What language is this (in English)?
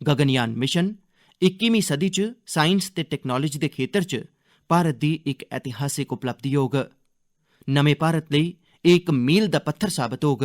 Dogri